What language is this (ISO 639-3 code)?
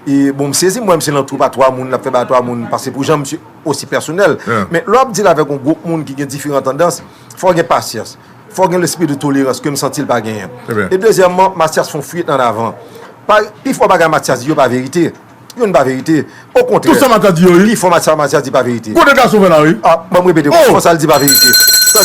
hat